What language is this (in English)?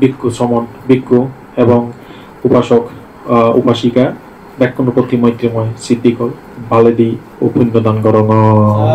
Chakma